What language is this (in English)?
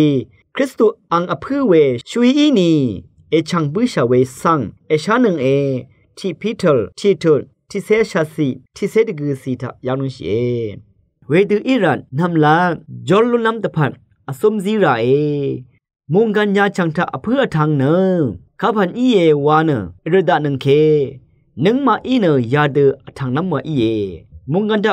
Rawang